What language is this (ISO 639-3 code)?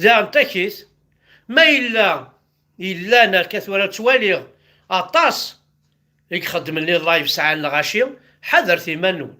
kab